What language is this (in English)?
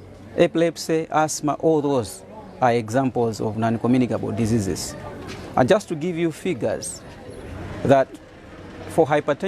English